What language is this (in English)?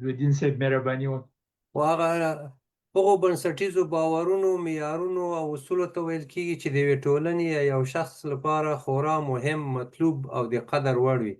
Pashto